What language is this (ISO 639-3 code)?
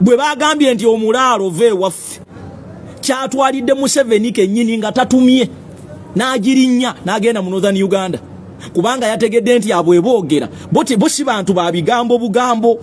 lug